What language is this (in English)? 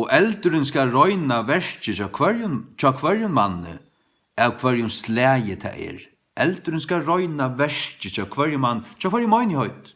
Faroese